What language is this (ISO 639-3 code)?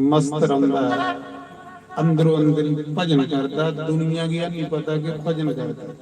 doi